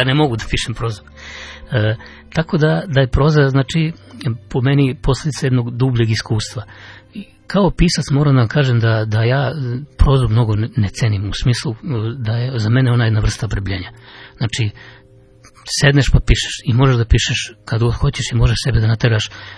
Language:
Serbian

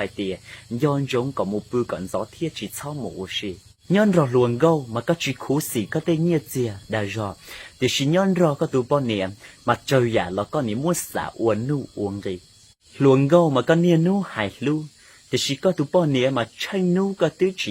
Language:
Hmong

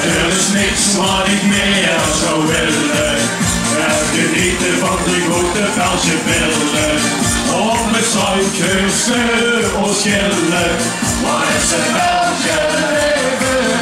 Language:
Limburgish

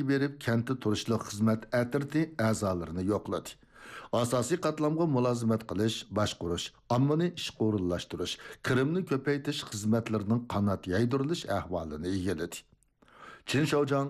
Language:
Uyghur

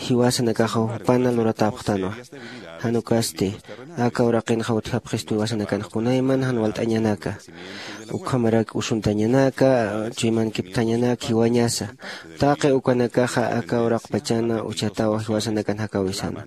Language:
Aymara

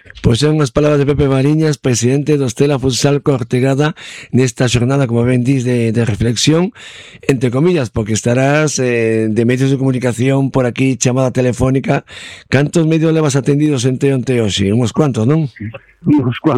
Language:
Galician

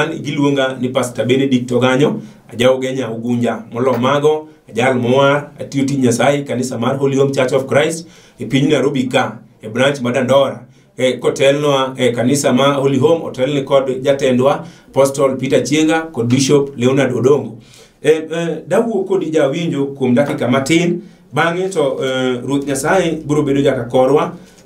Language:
Luo (Kenya and Tanzania)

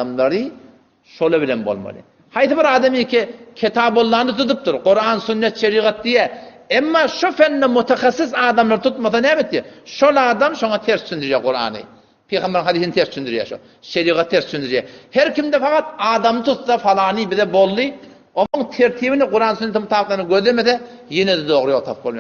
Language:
Turkmen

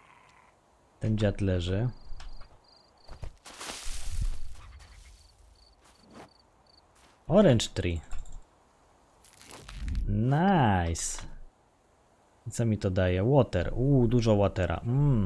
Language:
Polish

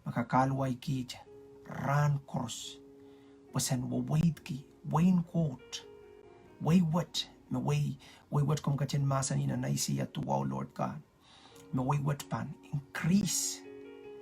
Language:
Pohnpeian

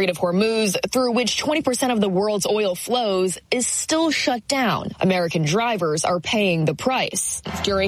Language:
English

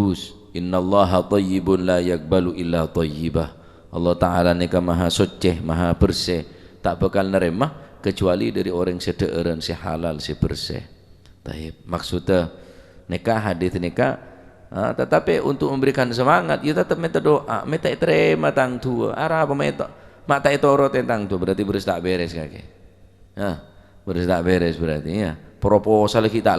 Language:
Madurese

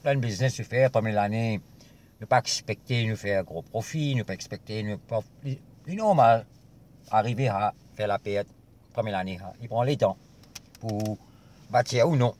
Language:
Morisyen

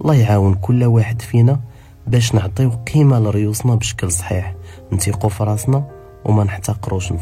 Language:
Moroccan Arabic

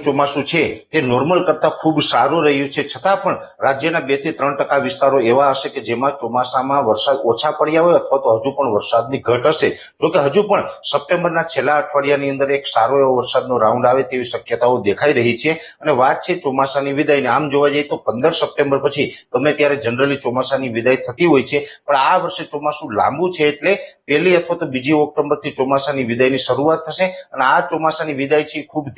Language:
Gujarati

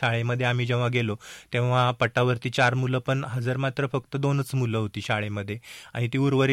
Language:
Marathi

